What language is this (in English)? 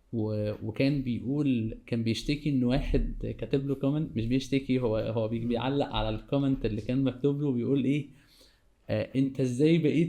Egyptian Arabic